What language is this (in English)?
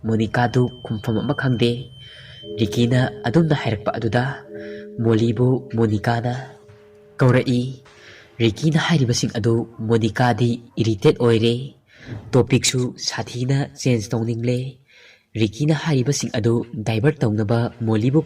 Manipuri